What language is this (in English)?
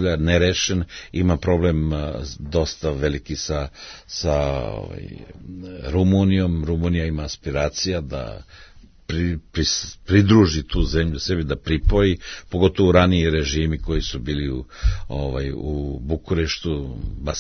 Serbian